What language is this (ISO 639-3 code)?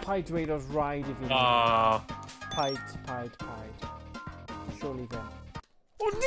cym